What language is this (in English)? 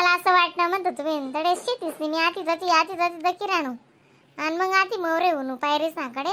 Khandesi